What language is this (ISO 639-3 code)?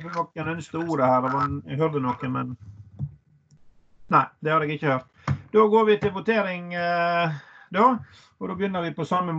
nor